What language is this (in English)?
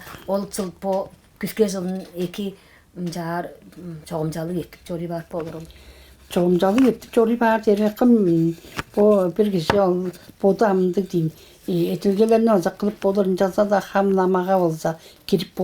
Tuvinian